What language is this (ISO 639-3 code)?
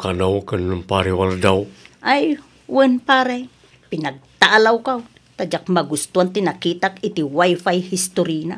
ilo